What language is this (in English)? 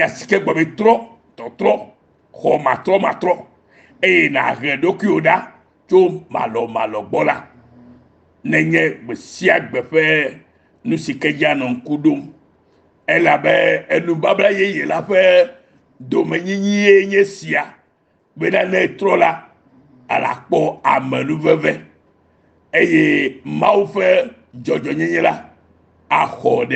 Ewe